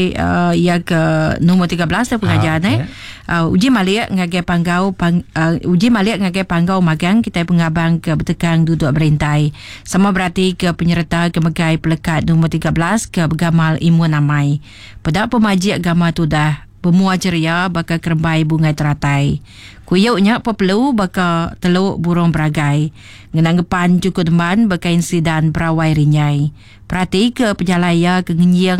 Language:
Iban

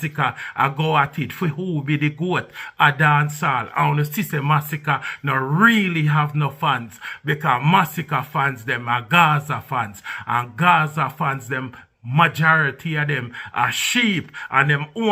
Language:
Jamaican Creole English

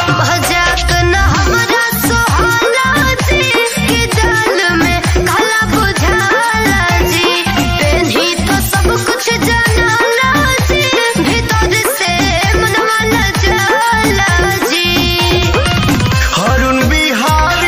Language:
Bhojpuri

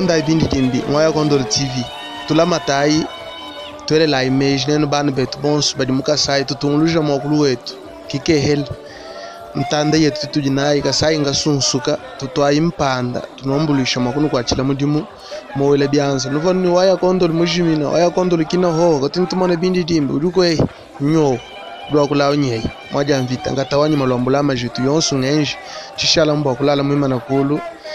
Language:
Luba-Lulua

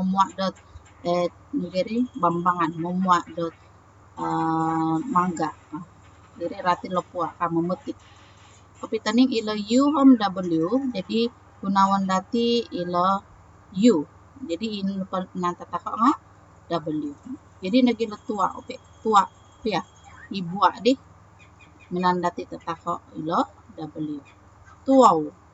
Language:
Central Dusun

